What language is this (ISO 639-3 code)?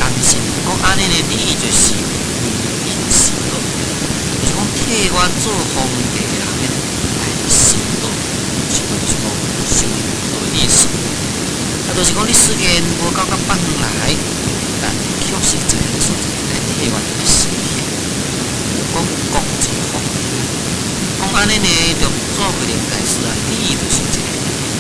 nan